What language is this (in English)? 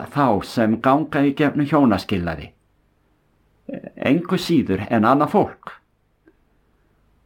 Icelandic